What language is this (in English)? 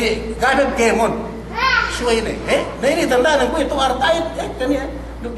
Yakan